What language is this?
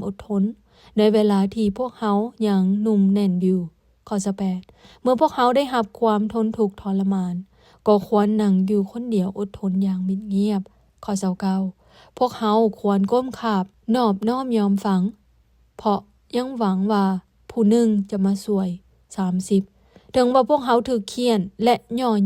Lao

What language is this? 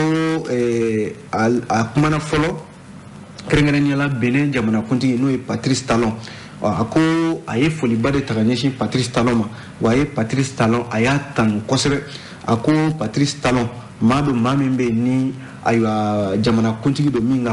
Bambara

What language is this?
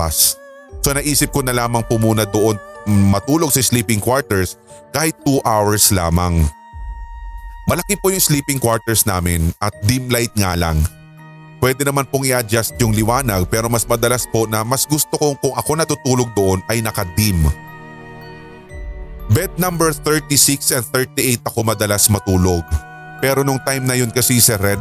Filipino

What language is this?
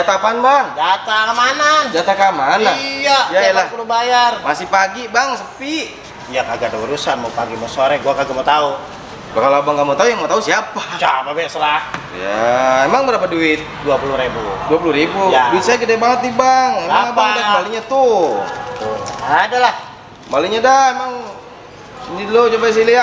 Betawi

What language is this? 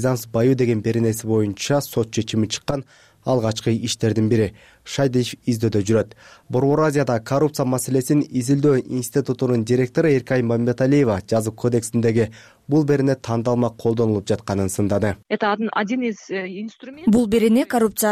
Kyrgyz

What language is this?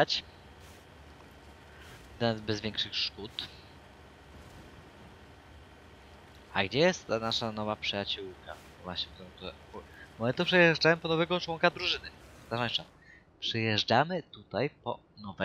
Polish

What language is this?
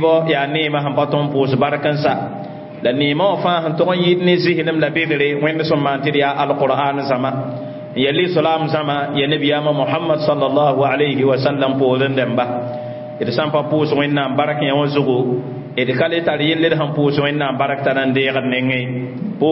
Mossi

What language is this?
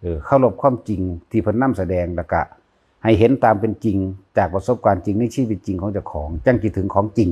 Lao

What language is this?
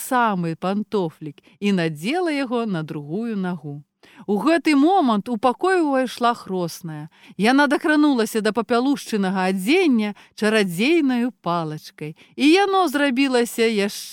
Belarusian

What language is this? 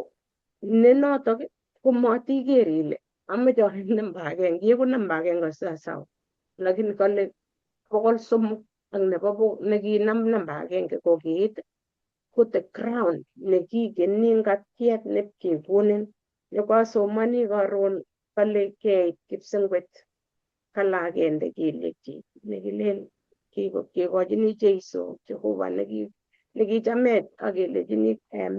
Kalenjin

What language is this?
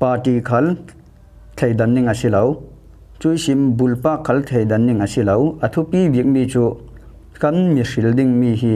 Falam Chin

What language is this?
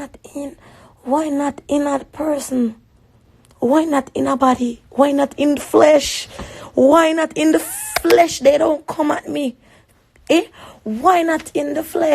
Jamaican Creole English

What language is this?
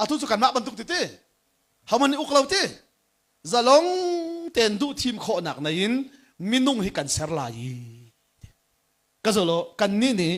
Hakha Chin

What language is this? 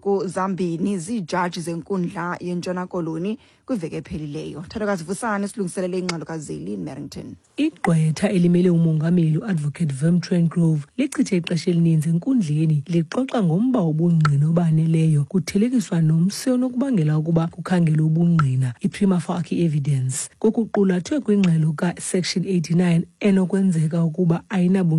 Xhosa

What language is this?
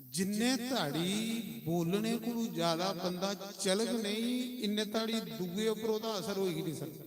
Dogri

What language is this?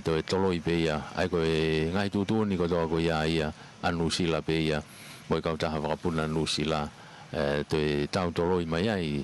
Tongan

